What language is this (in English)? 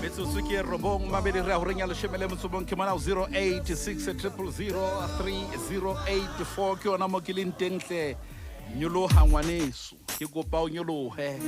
Southern Sotho